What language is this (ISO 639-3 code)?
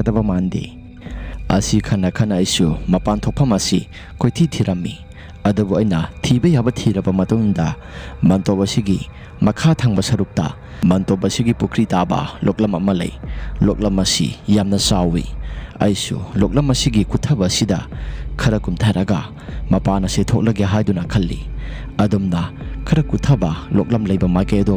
mni